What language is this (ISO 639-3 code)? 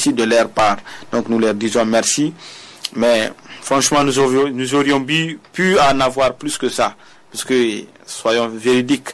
fra